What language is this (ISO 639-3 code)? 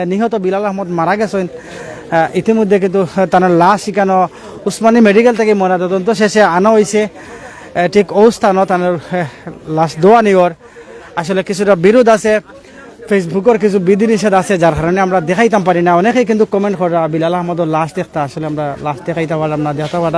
syl